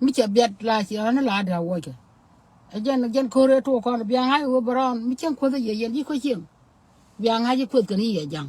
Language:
Nuer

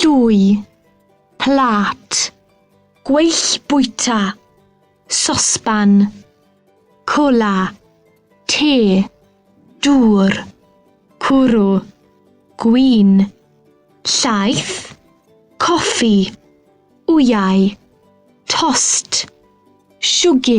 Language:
Welsh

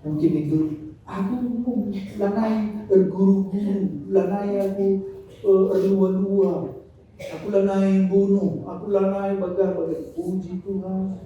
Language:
Batak Karo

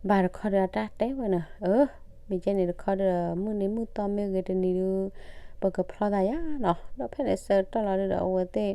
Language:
S'gaw Karen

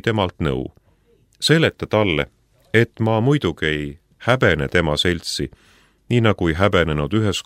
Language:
Estonian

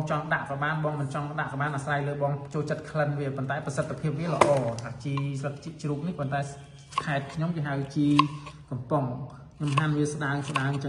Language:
Khmer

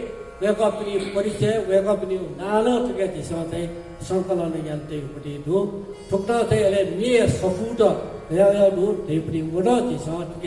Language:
Newari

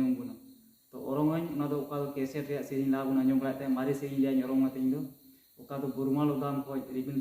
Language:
Santali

